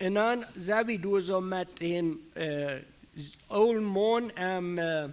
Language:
Plautdietsch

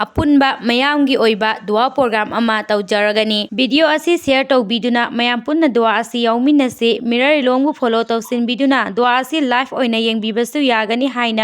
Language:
Manipuri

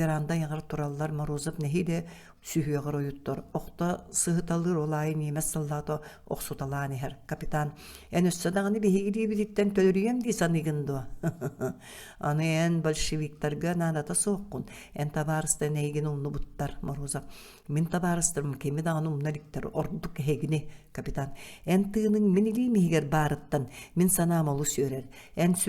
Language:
Yakut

